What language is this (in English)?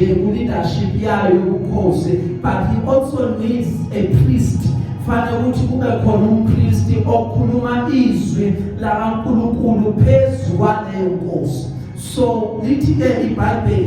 Zulu